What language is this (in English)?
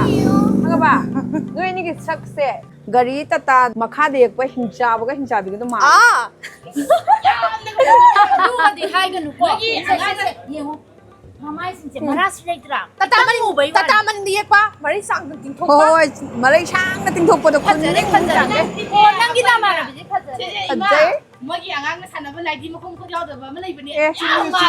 Manipuri